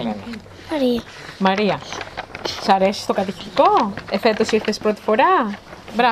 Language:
Greek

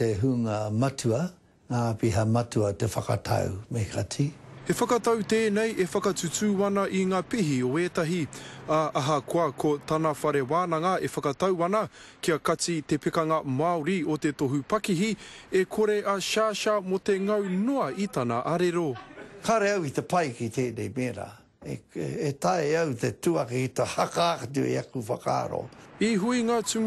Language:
Māori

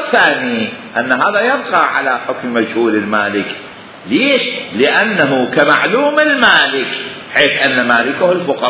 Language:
Mesopotamian Arabic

